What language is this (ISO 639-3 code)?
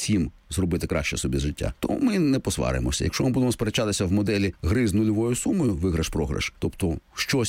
ukr